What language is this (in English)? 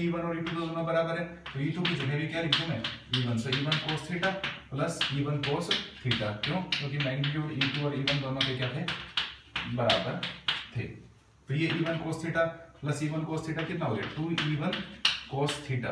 Hindi